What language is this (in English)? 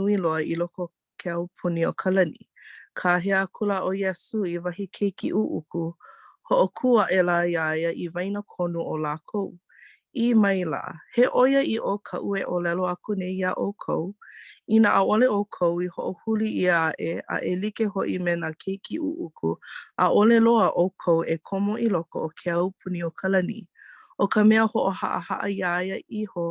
Hawaiian